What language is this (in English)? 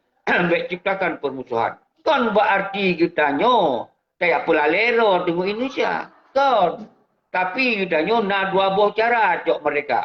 Achinese